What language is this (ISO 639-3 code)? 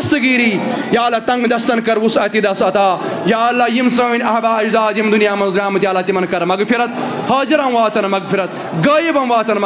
kas